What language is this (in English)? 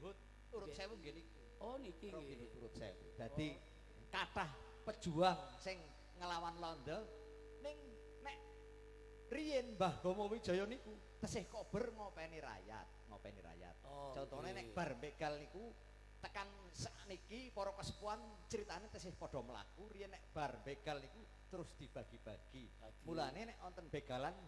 Javanese